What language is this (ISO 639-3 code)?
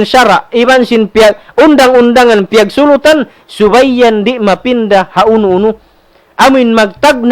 tsg